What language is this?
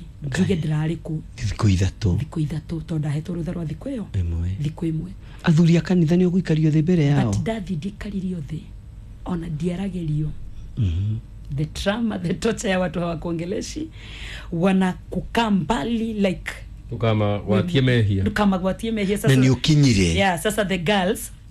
Kikuyu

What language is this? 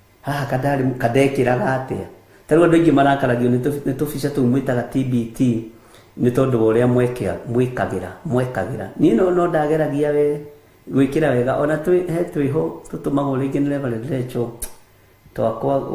Kikuyu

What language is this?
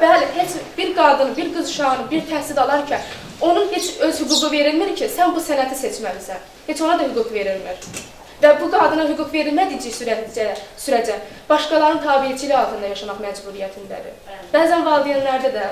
Azerbaijani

